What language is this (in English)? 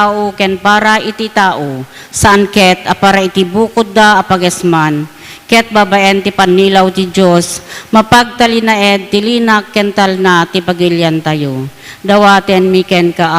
Iloko